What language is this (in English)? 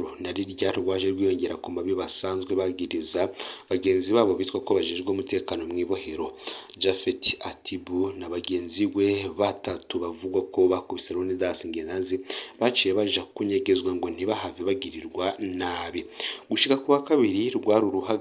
Rundi